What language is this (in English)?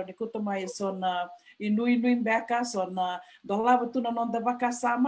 Fijian